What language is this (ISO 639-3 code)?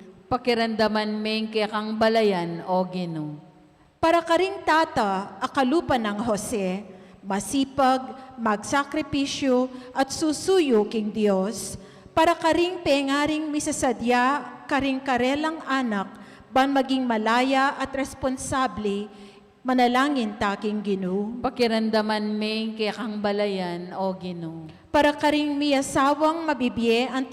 pam